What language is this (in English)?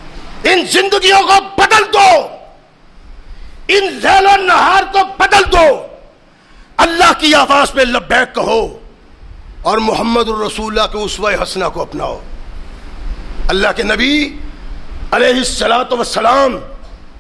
Urdu